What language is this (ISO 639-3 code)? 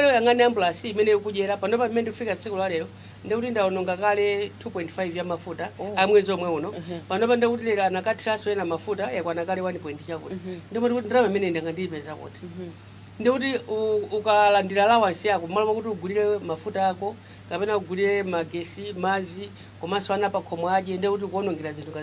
nya